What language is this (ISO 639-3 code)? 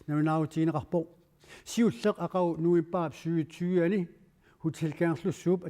kal